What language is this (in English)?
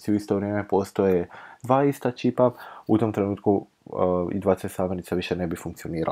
Croatian